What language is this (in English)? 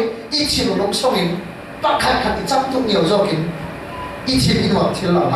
Falam Chin